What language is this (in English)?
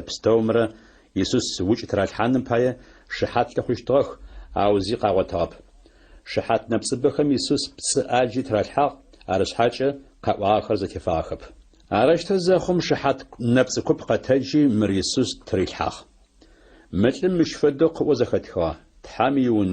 Adyghe